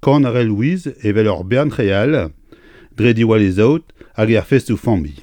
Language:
Breton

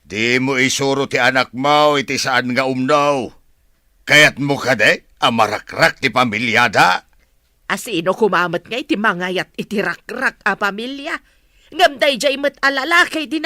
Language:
Iloko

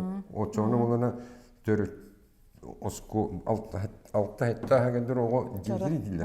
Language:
Yakut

